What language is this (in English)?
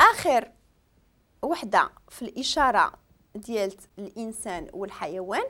Moroccan Arabic